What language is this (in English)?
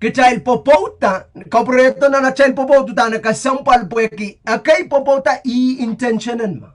Pohnpeian